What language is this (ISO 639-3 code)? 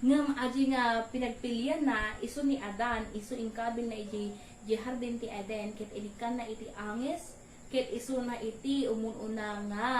ilo